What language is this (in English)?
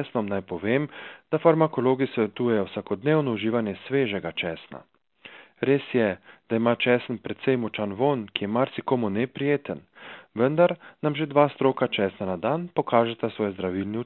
Slovenian